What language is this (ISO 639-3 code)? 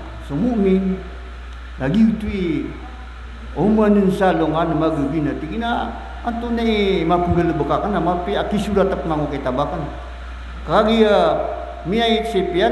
mrw